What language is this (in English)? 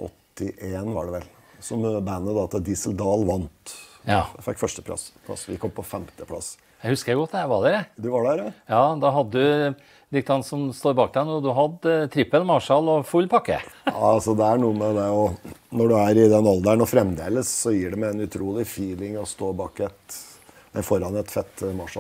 Norwegian